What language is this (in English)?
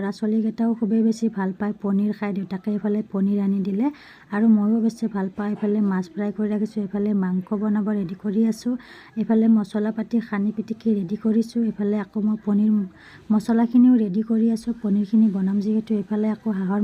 Assamese